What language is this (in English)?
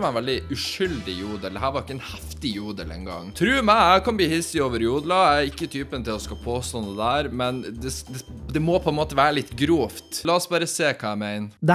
Norwegian